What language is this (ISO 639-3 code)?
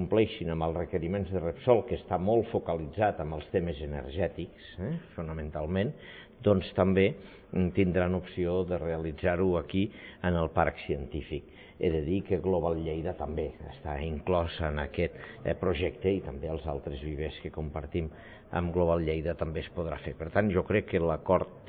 cat